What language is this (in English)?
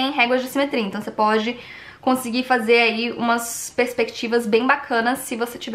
Portuguese